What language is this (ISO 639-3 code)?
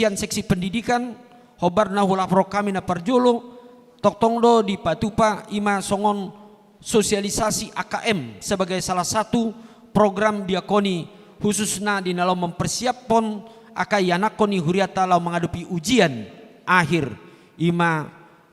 bbc